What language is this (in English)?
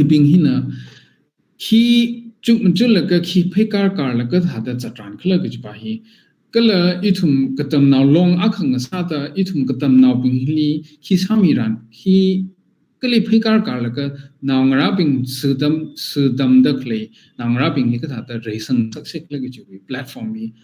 Tangkhul Naga (India)